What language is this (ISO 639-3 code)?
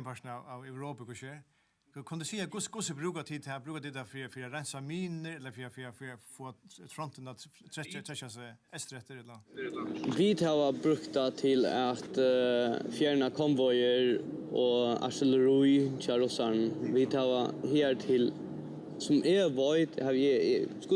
fao